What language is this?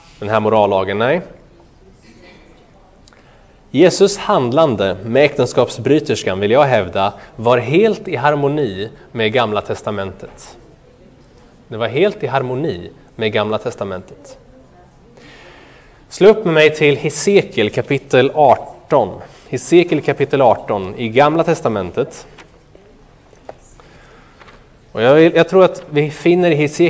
Swedish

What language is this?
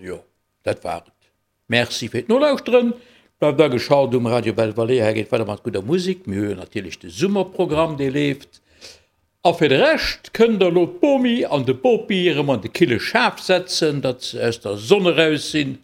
Luxembourgish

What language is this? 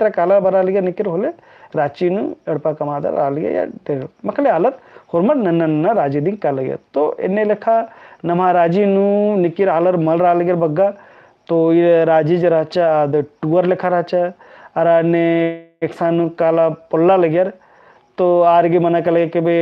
Kurukh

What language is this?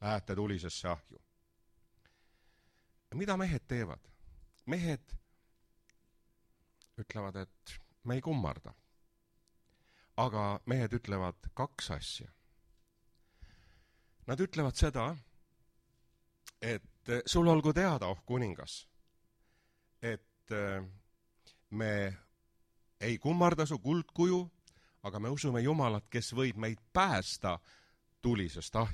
Estonian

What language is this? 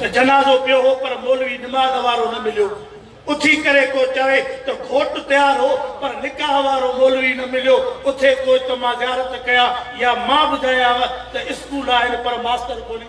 Sindhi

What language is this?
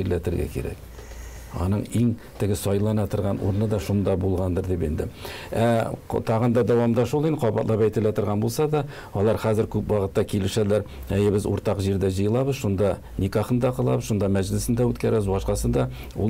Tatar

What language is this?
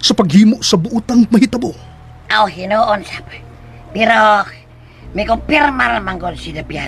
Cebuano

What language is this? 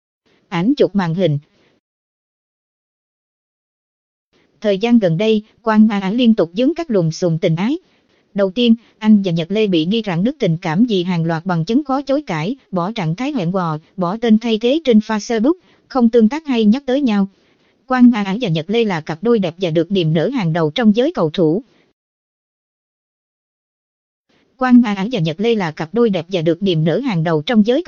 Vietnamese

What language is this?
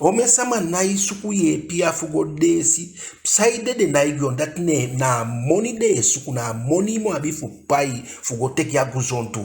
Eastern Maroon Creole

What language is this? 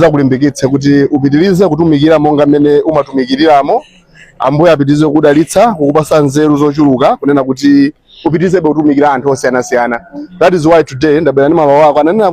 Nyanja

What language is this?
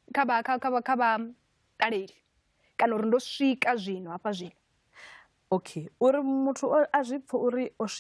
Venda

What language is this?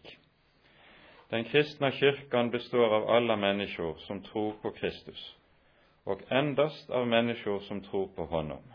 Norwegian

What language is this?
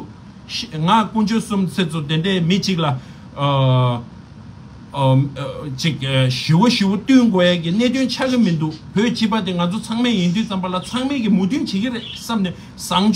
Tibetan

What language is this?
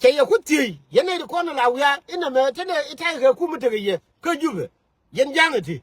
Nuer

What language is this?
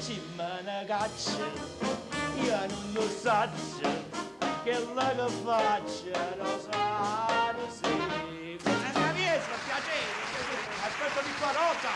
Neapolitan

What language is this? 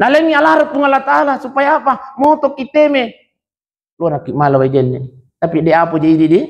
Buginese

